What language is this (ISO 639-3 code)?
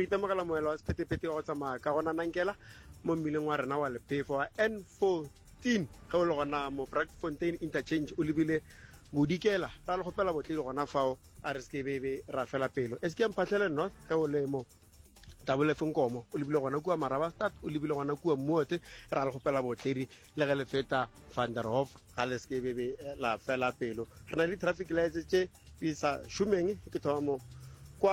nso